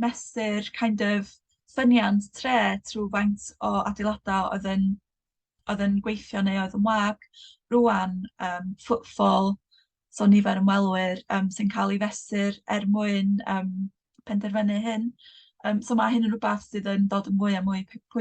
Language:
Welsh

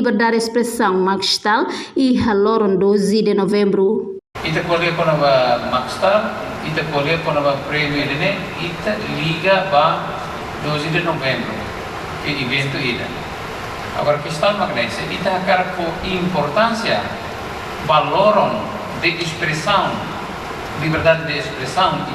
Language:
Tetum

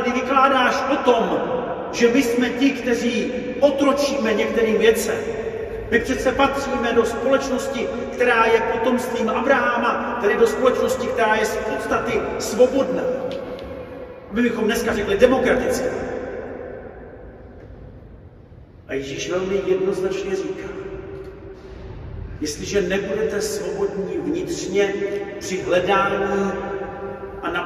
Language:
Czech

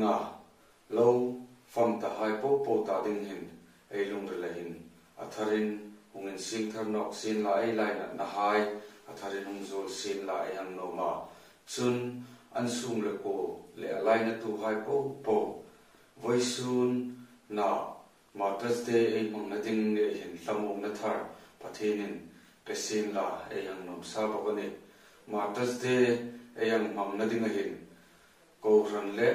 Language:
Hmar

